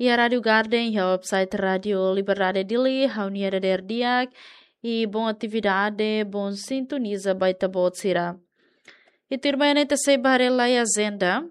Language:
Tetum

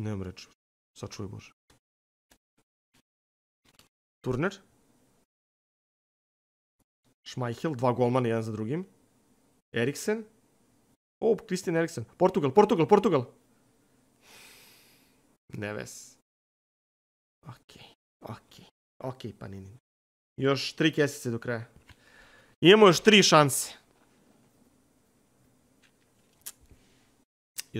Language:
Serbian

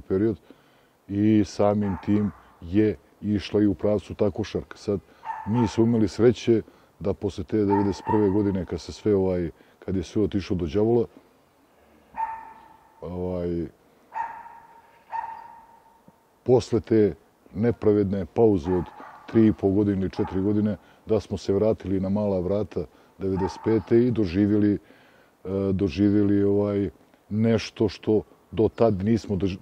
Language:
Bosnian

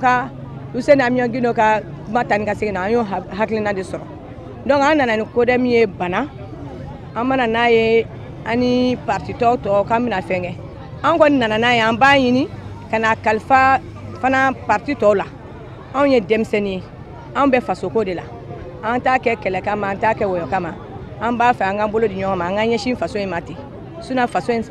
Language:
Bambara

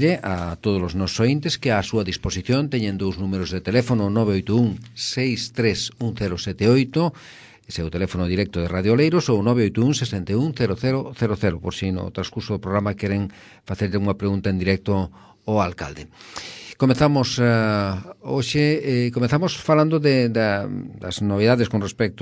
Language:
Galician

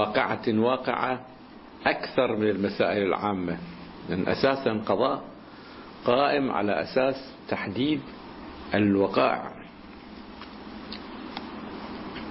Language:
Arabic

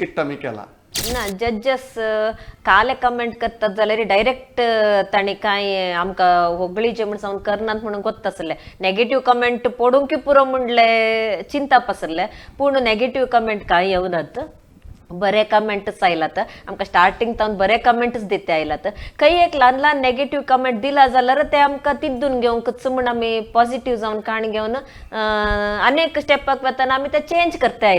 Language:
Konkani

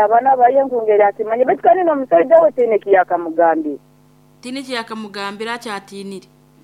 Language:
Nyoro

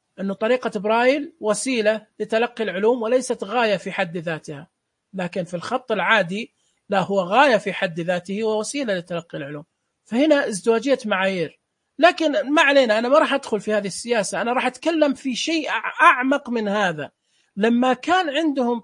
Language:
Najdi Arabic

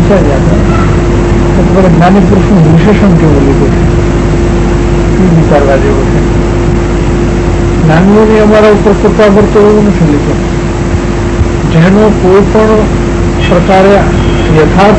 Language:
Gujarati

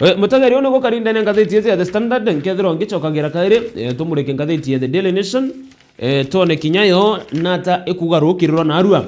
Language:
Meru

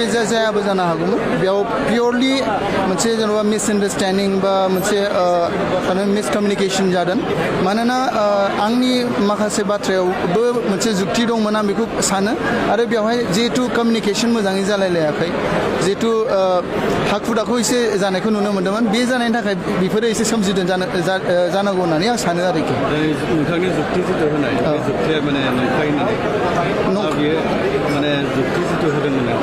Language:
Bodo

